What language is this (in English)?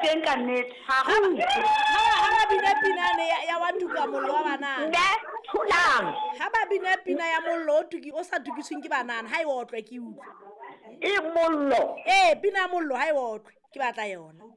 Southern Sotho